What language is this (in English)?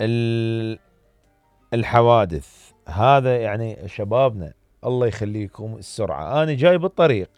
Mesopotamian Arabic